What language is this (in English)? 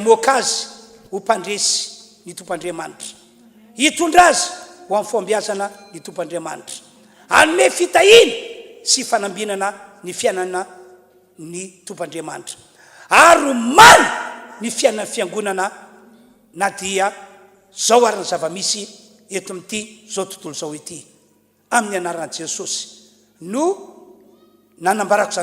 Malagasy